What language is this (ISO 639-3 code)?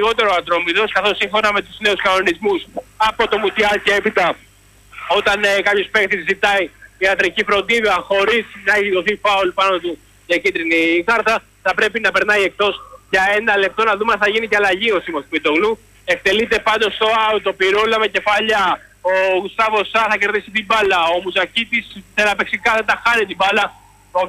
ell